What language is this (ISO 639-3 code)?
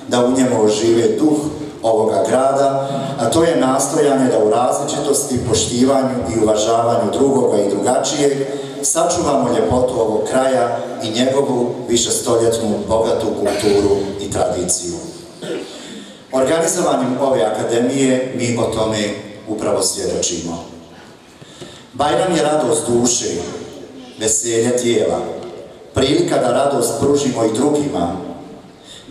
bos